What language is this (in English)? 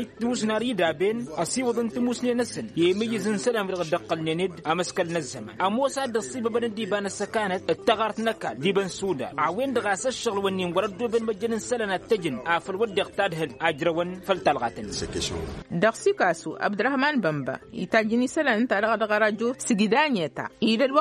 Tamasheq